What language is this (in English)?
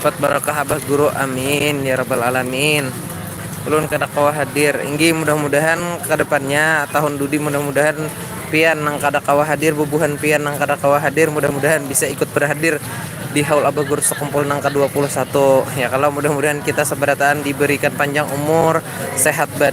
Banjar